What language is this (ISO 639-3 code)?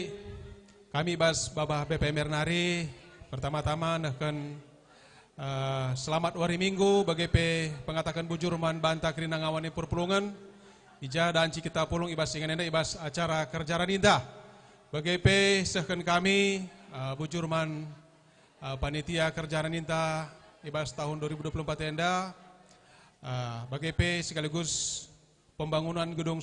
btx